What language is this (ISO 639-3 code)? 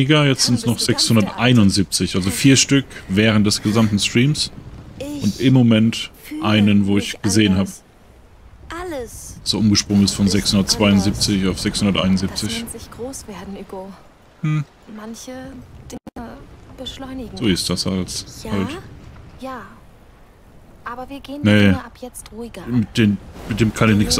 deu